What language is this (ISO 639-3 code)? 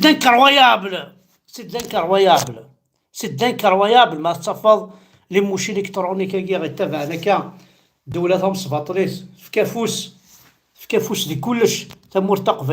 kab